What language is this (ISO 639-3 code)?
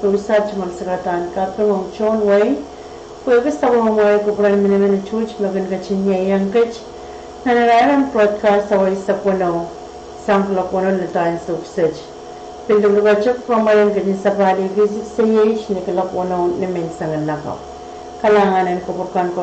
pon